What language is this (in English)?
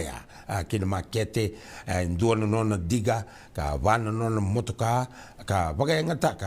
Fijian